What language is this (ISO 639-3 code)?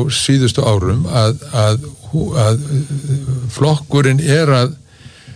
isl